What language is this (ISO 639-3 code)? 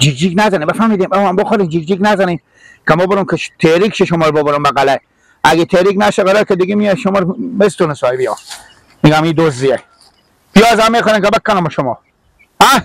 fas